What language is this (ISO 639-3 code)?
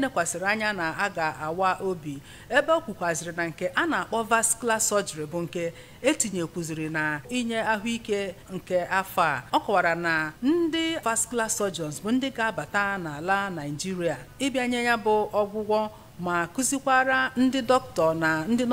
ibo